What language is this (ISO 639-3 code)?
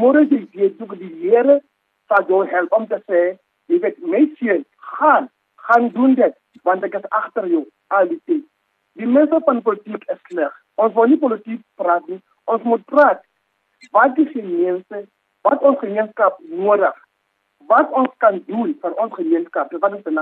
afr